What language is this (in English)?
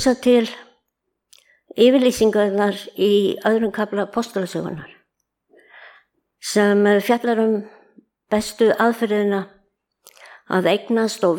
Icelandic